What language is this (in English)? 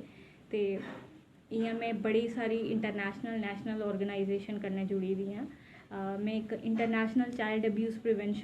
Dogri